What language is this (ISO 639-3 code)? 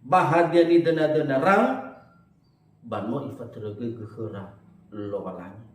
nia